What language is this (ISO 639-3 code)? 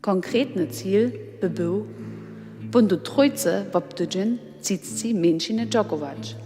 hsb